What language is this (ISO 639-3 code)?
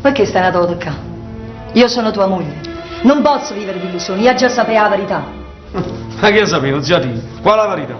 nap